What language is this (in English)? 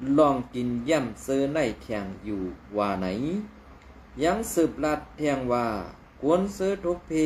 Shan